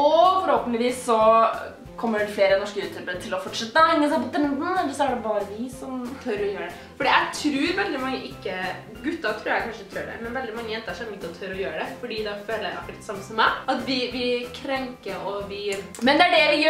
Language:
Norwegian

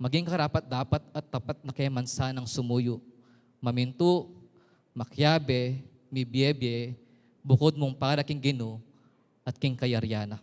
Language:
Pampanga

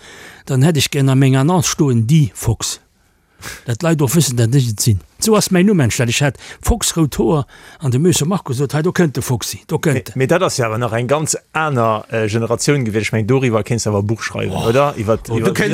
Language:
Luxembourgish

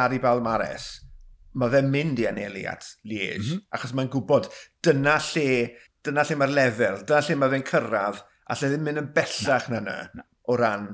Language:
Welsh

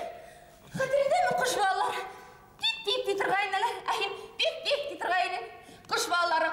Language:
Bashkir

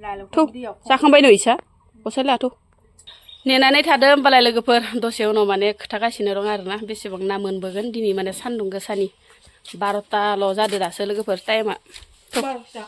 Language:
Bodo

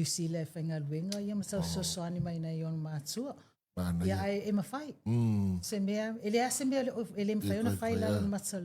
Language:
Samoan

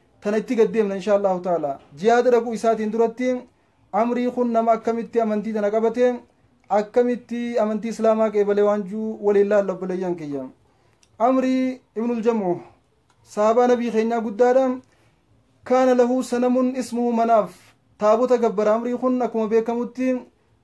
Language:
Oromo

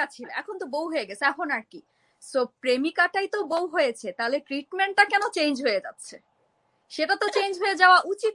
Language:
Bangla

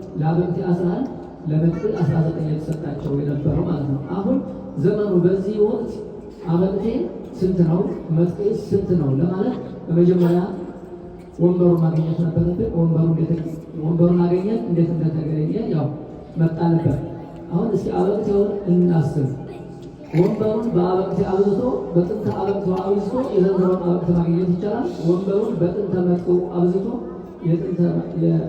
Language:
Amharic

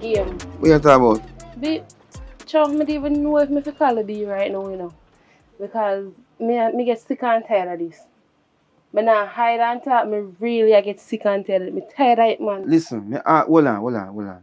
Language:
Jamaican Creole English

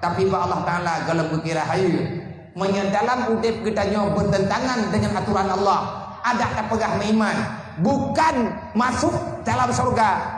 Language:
Achinese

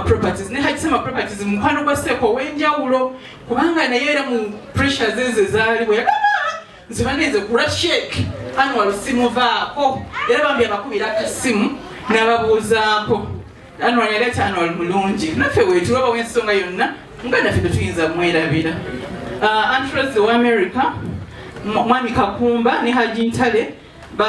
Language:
Ganda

